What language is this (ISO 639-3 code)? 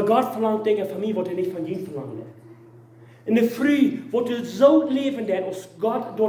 pdt